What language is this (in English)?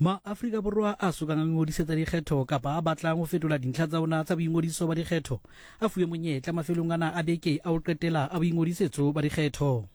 Southern Sotho